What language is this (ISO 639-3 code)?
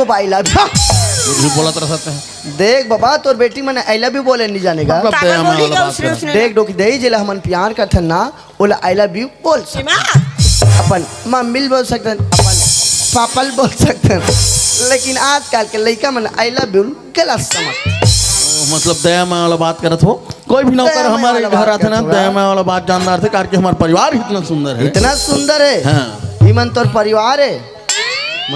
hne